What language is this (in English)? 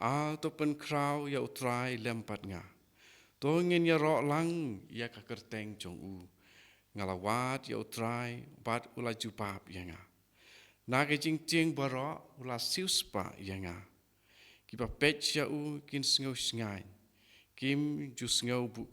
Khasi